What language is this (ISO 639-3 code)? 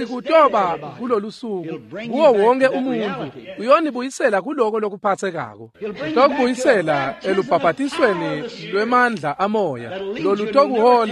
ssw